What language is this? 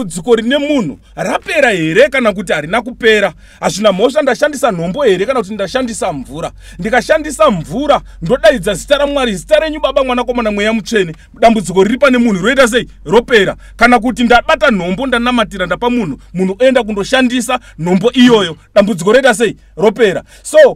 Shona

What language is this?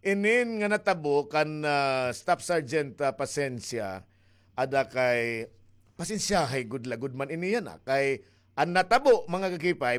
Waray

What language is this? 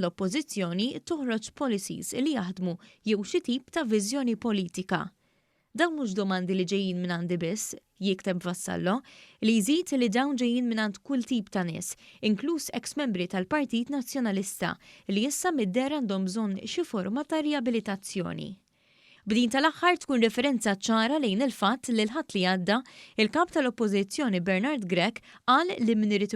Maltese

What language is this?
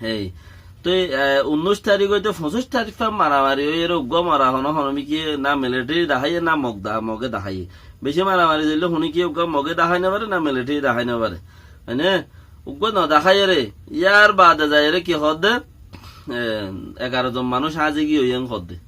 Rohingya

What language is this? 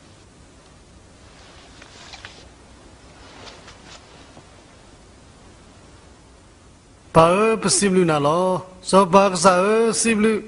S'gaw Karen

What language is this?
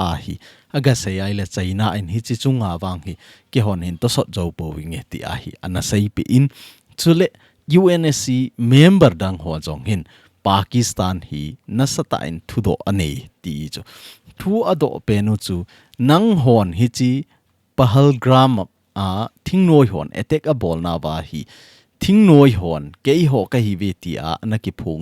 Thado Chin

